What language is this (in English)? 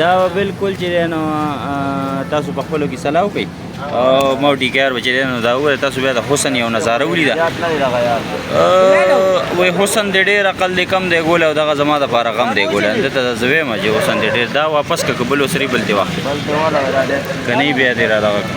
Pashto